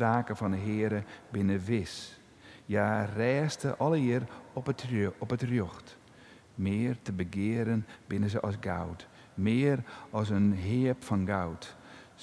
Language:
Western Frisian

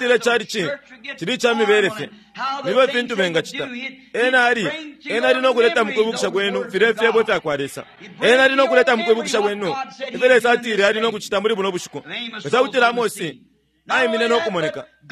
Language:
Bemba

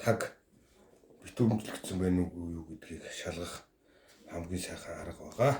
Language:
Mongolian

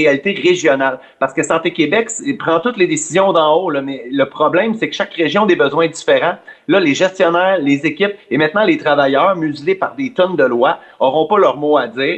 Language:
French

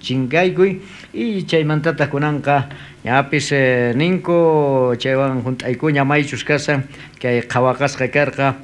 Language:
South Bolivian Quechua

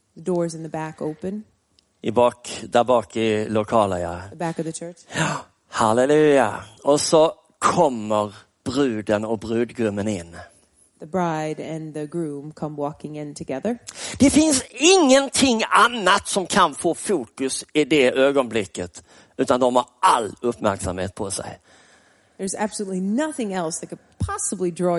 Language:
Swedish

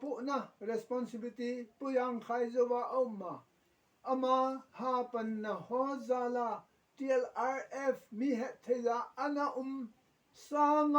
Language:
Thado Chin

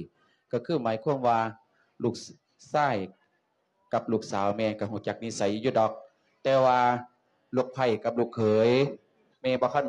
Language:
Lao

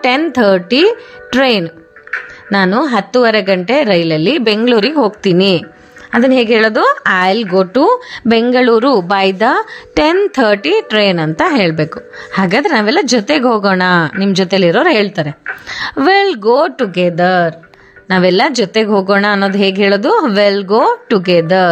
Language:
Kannada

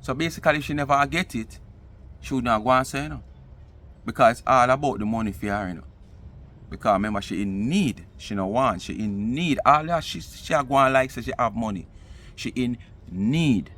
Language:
Jamaican Creole English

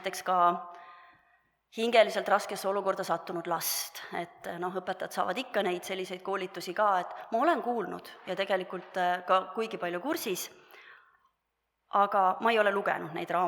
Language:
Estonian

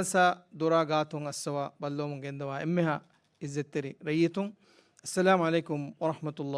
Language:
Divehi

